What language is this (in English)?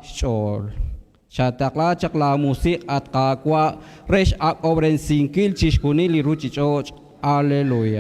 Kekchí